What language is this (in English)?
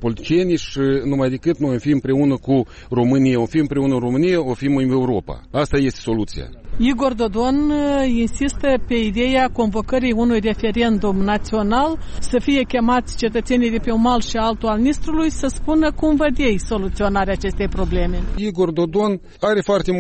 Romanian